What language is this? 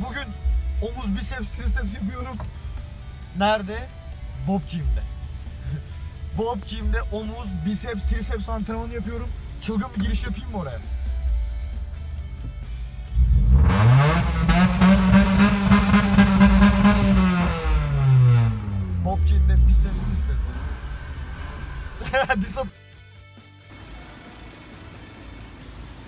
Turkish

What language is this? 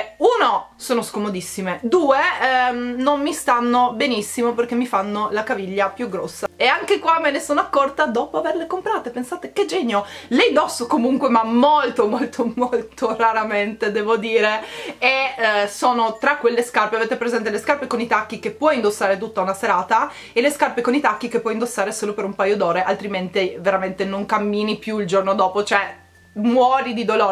Italian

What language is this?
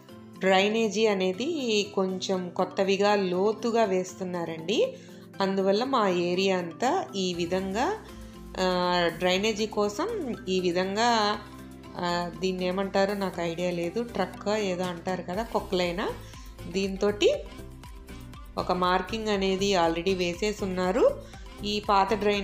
Telugu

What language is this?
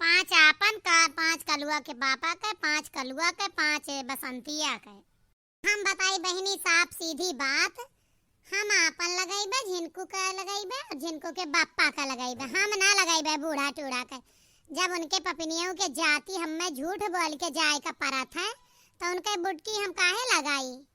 Awadhi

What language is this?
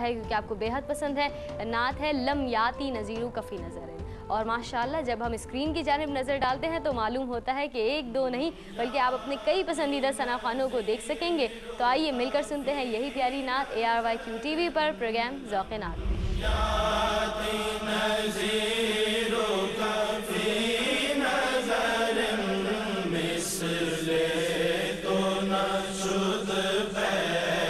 Urdu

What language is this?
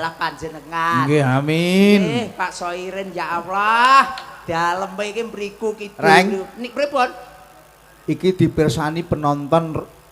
Javanese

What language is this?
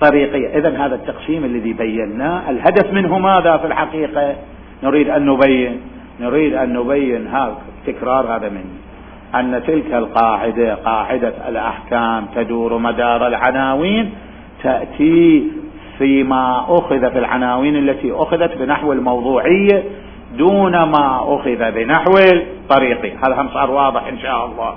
Mesopotamian Arabic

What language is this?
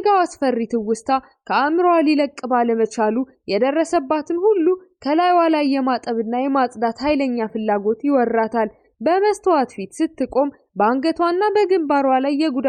Amharic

